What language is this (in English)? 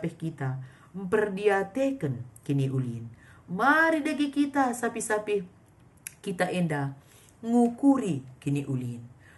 Batak Karo